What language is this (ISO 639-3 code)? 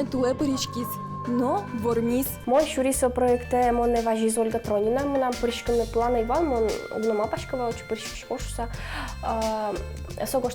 udm